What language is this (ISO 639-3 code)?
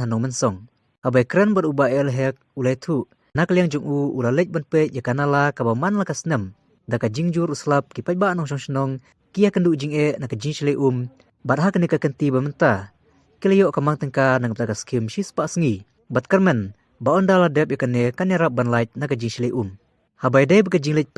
kha